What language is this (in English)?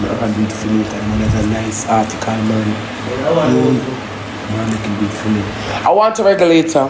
Jamaican Creole English